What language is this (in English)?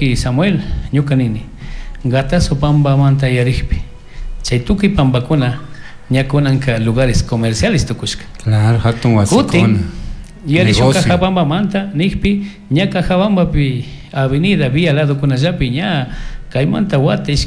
Chimborazo Highland Quichua